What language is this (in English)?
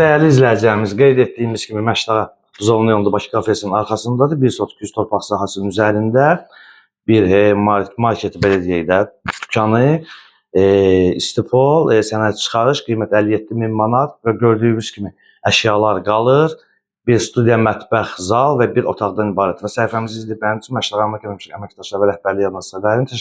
Azerbaijani